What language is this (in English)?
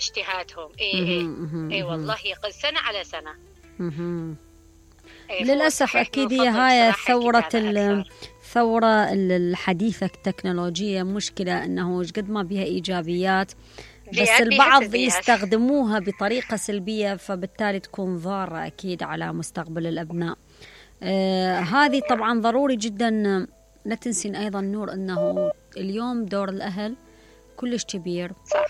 Mesopotamian Arabic